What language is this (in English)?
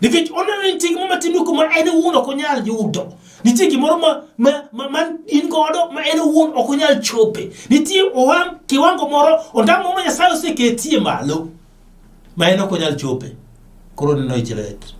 Luo (Kenya and Tanzania)